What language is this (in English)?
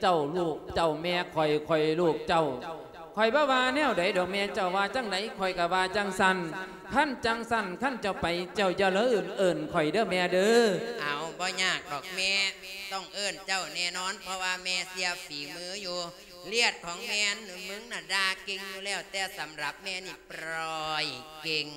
Lao